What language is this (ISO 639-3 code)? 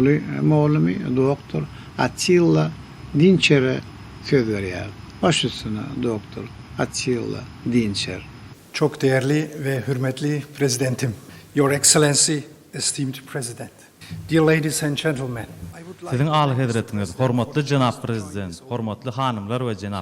tuk